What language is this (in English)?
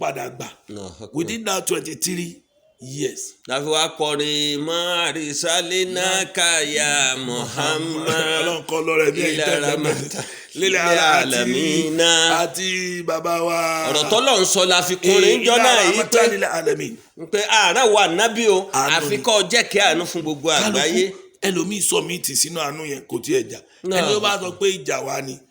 Yoruba